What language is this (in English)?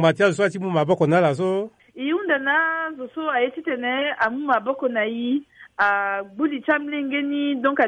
Sango